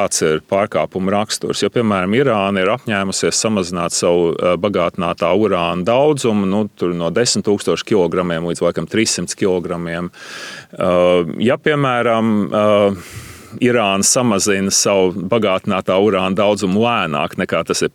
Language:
Latvian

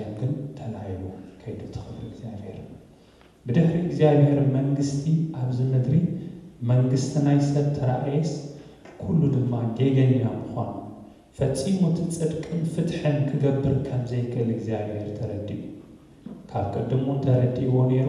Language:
Tigrinya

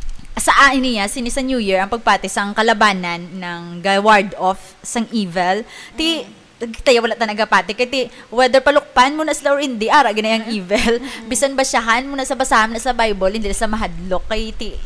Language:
Hiligaynon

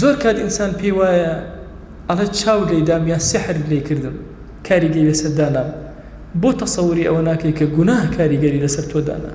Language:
Central Kurdish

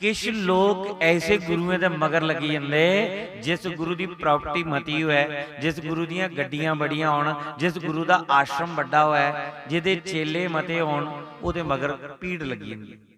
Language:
Dogri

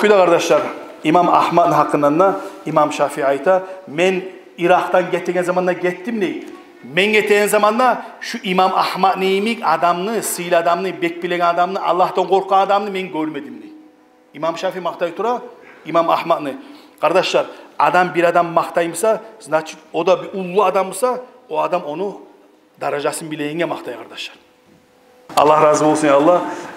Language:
Kumyk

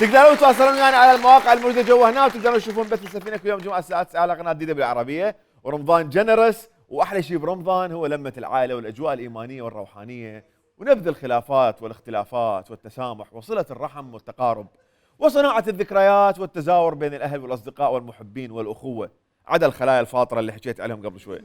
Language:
Mesopotamian Arabic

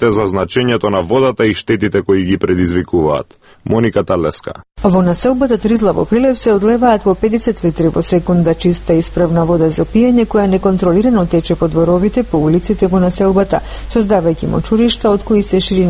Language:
Macedonian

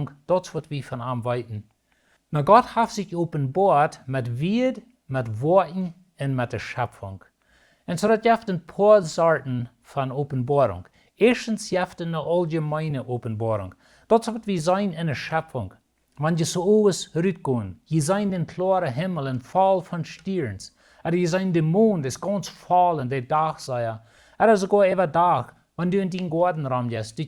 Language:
Plautdietsch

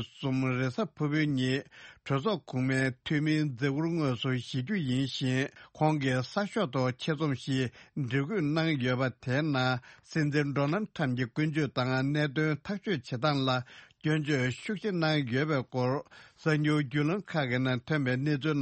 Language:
Tibetan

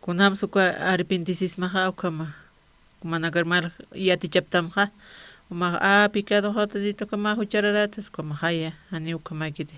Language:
Aymara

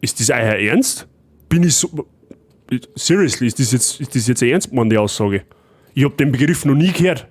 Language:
Bavarian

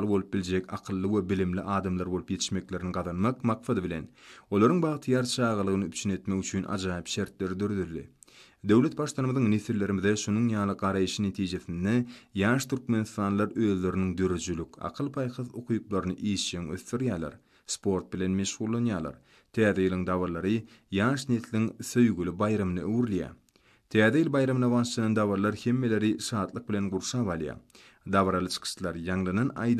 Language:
Turkmen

